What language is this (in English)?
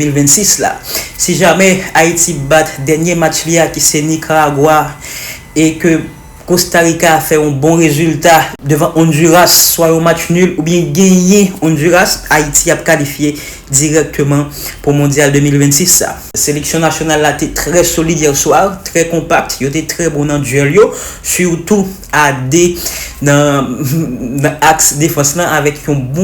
Haitian Creole